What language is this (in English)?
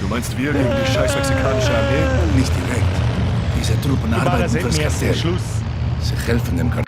Bavarian